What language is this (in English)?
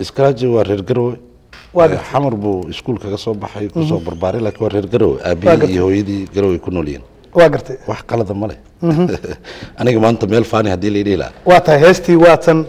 Somali